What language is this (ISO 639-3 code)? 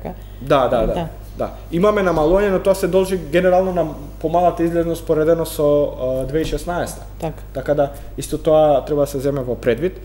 mkd